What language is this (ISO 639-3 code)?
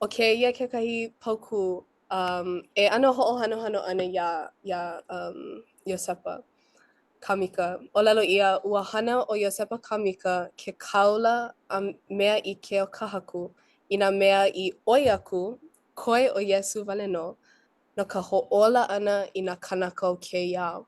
haw